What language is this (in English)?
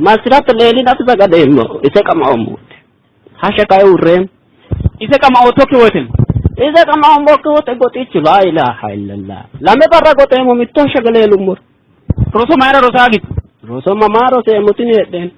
Sidamo